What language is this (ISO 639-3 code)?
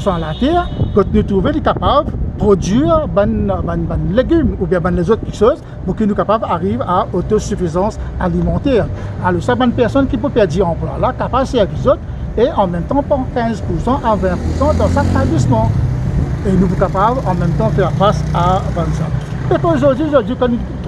mfe